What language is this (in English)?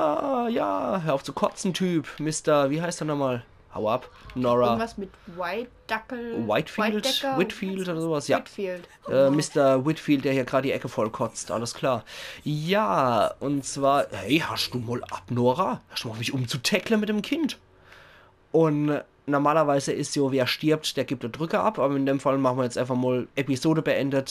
Palatine German